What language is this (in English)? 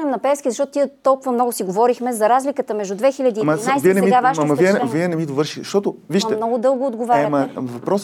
Bulgarian